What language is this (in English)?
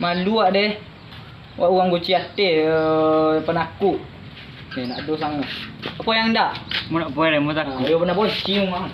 Minangkabau